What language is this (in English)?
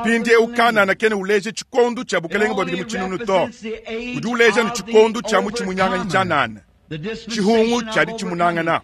Luba-Lulua